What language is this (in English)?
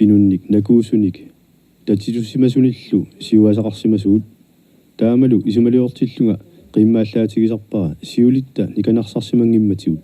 Kalaallisut